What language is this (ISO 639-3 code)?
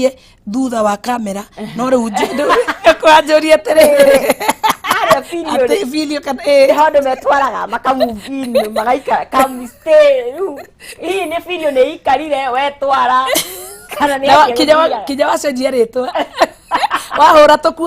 kik